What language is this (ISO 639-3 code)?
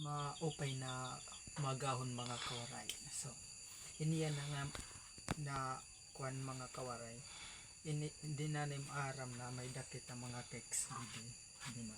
war